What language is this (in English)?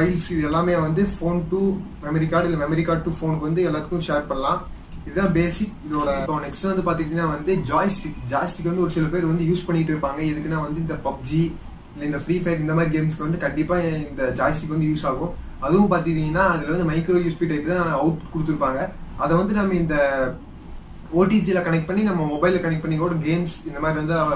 Tamil